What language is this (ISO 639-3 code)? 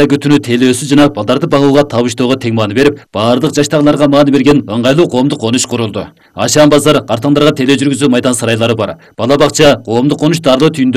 kir